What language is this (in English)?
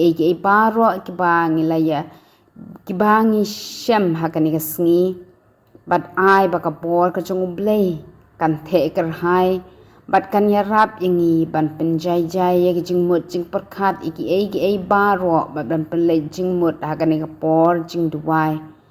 Khasi